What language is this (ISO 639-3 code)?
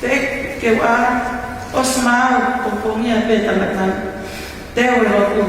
ton